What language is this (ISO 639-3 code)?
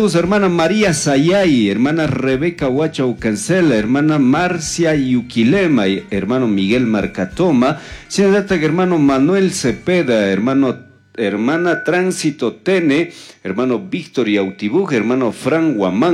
qug